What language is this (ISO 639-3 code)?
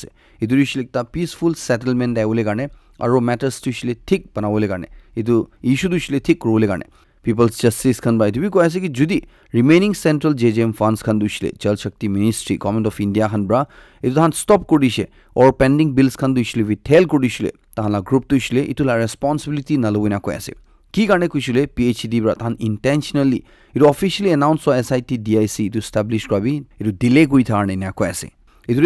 nag